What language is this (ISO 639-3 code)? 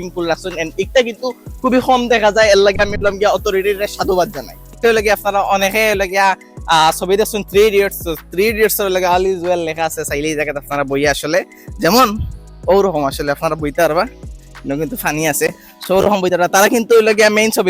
syl